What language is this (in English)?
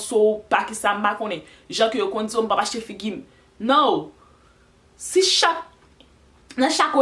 Haitian Creole